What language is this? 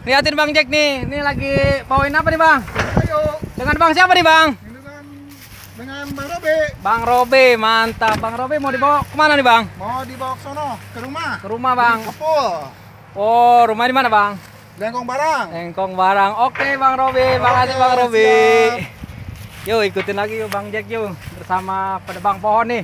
Betawi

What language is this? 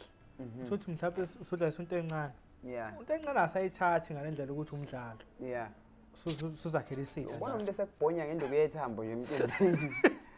Zulu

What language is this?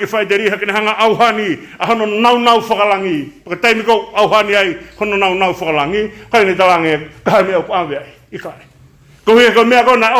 Tongan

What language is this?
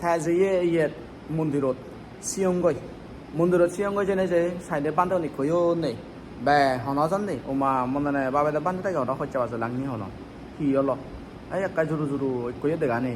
Chakma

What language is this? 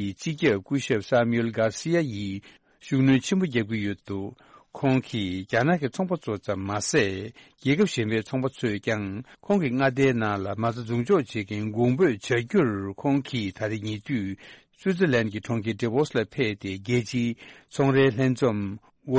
Tibetan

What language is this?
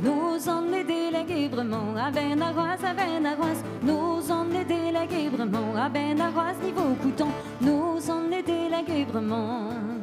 Breton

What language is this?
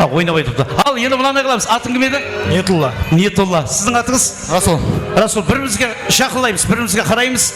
Kara-Kalpak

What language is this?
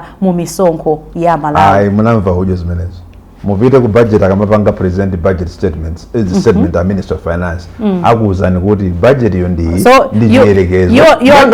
Nyanja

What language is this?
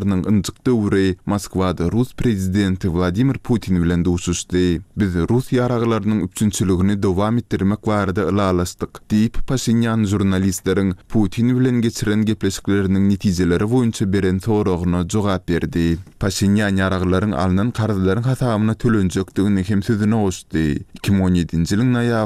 Turkmen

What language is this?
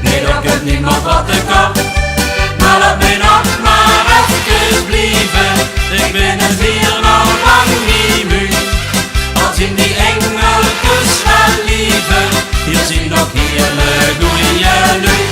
Limburgish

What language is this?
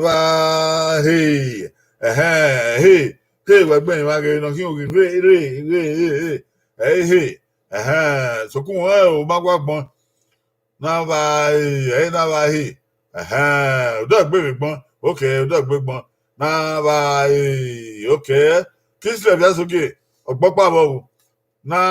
Bini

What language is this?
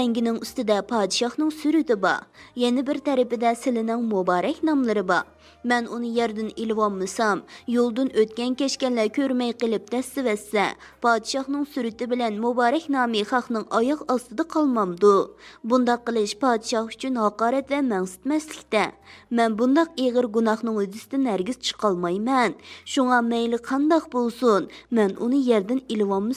Uyghur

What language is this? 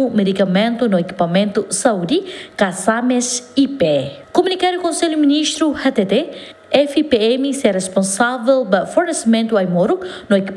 Tetum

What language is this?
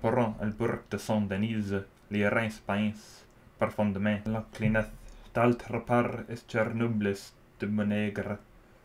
Old French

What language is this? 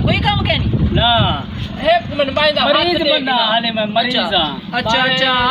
Saraiki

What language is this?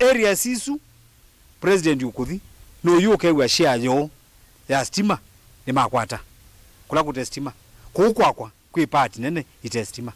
Kamba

